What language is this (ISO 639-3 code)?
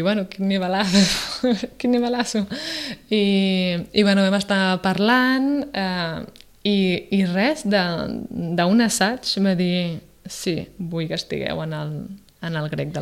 cat